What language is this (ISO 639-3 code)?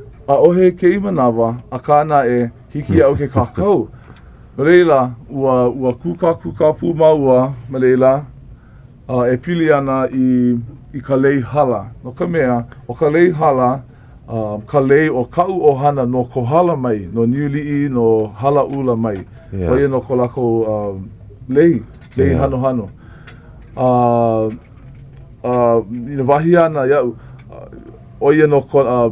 haw